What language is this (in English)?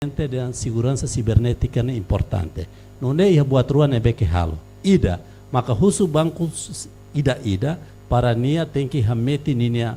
Tetum